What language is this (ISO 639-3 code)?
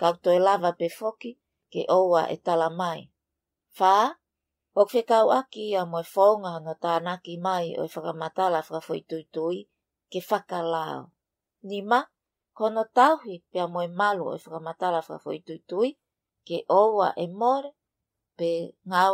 ton